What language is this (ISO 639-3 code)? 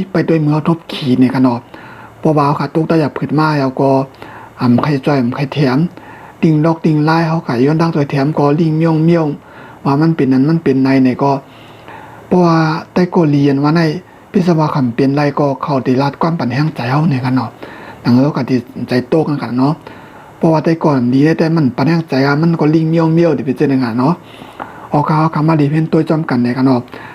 shn